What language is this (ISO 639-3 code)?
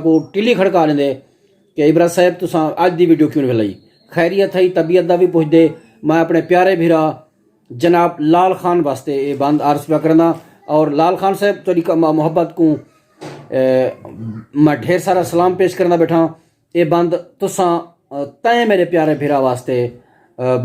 skr